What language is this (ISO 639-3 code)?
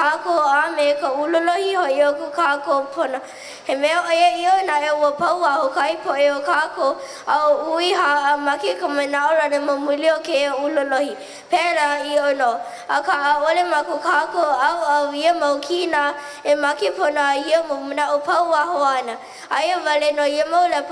haw